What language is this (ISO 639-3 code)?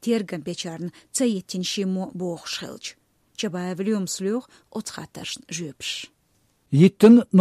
che